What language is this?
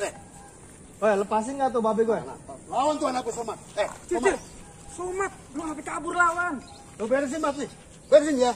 Betawi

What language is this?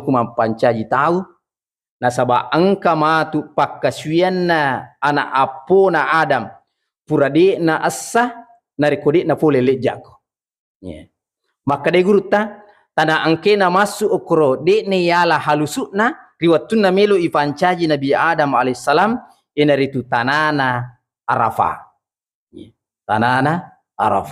Buginese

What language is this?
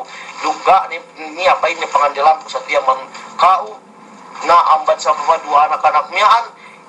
Yakan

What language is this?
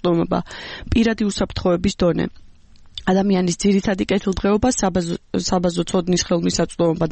Georgian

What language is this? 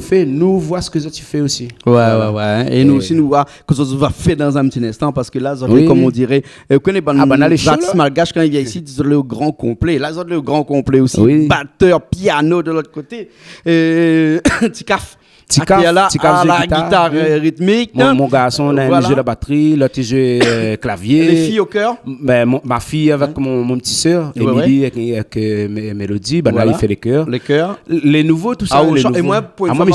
Réunion Creole French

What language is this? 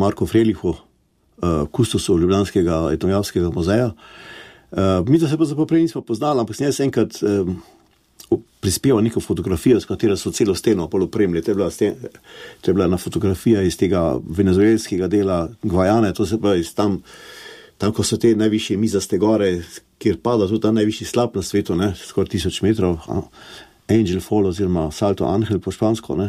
Slovenian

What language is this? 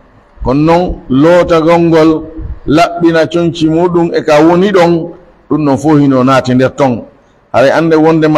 Pular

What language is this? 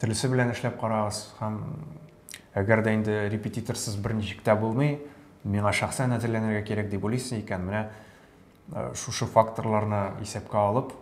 Tatar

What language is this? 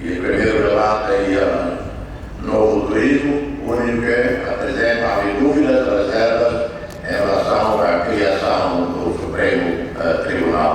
Tetum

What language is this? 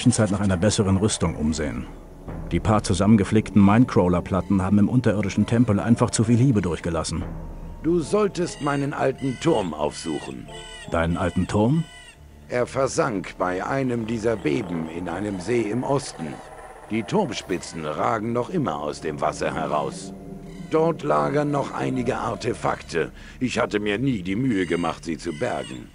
Bavarian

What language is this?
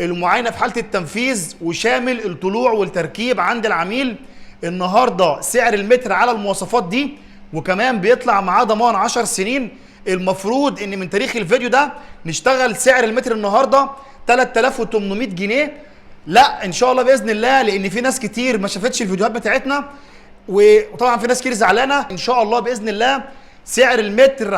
Egyptian Arabic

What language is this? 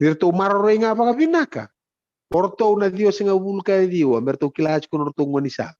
Fijian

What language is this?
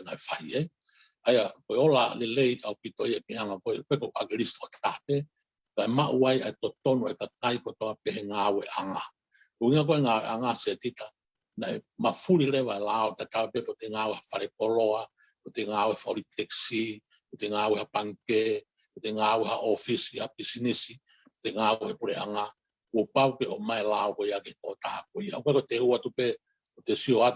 Tongan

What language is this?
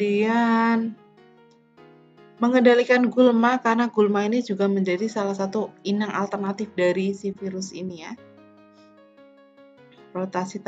Indonesian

